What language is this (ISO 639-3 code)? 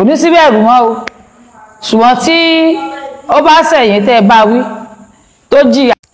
yor